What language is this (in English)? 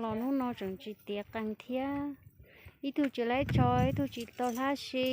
Hmong